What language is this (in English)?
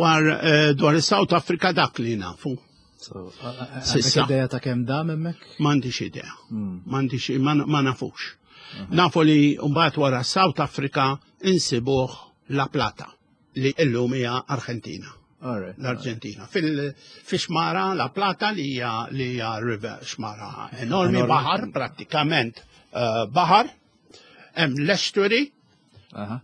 Maltese